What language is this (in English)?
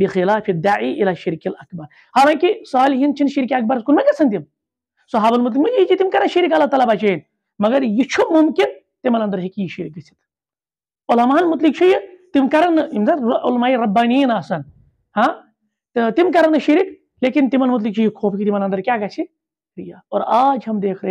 Kashmiri